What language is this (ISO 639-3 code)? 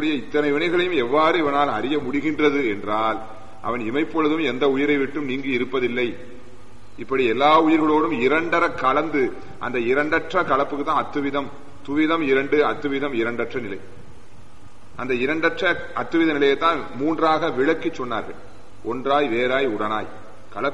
tam